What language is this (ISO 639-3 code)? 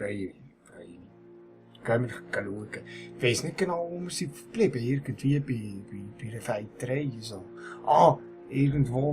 gsw